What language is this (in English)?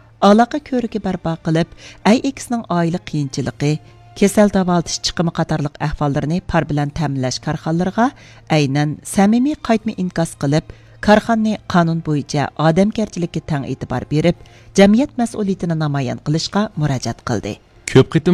Uyghur